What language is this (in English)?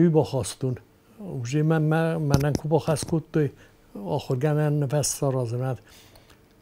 Ossetic